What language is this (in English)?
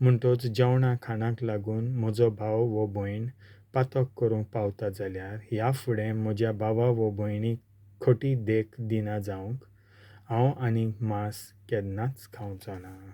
Konkani